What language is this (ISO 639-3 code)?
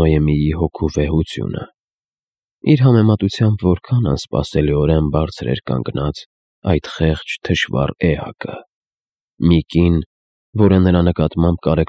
hye